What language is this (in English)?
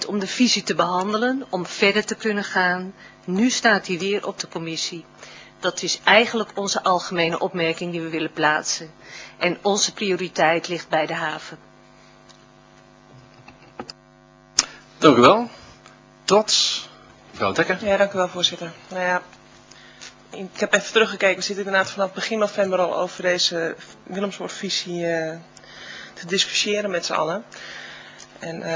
Dutch